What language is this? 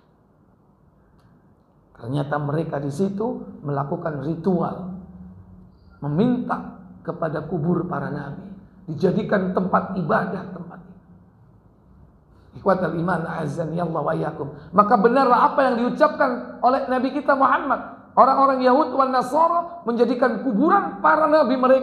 Indonesian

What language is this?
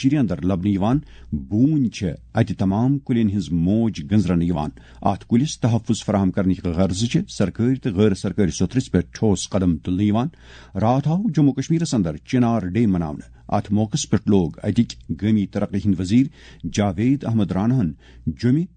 Kashmiri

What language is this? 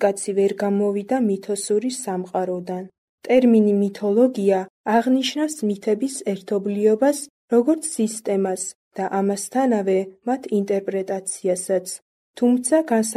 Georgian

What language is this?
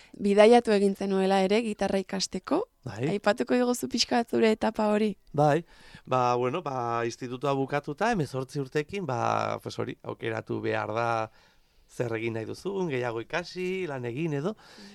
Basque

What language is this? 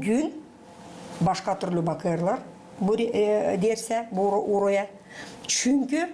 Gagauz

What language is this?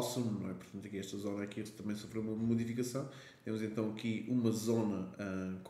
Portuguese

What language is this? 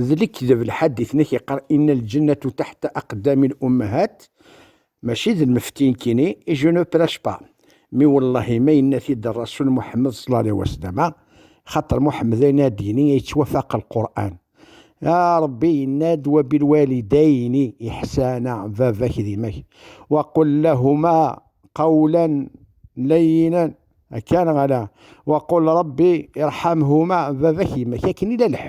Kabyle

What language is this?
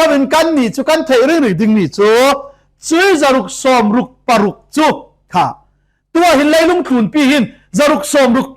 Falam Chin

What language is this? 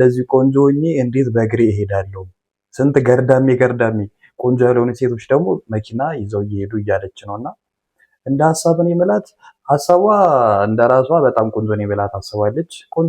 Amharic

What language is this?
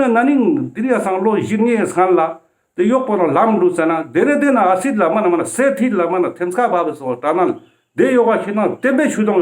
Ladakhi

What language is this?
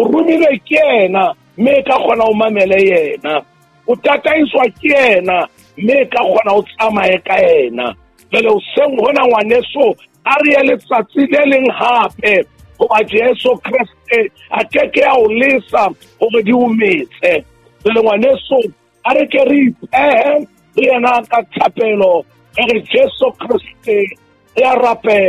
Southern Sotho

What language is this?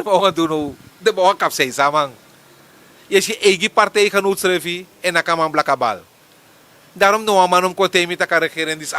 Sranan Tongo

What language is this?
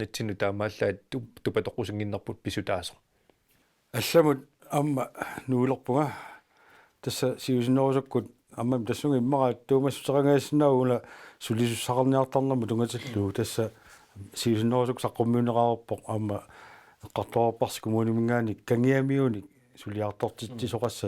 Kalaallisut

